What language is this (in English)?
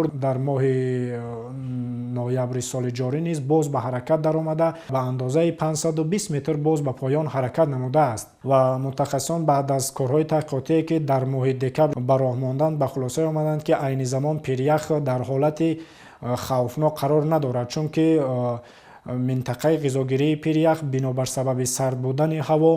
Tajik